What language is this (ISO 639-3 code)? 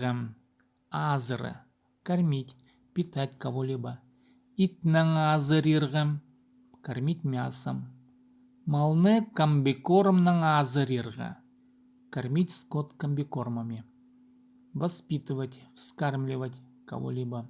kjh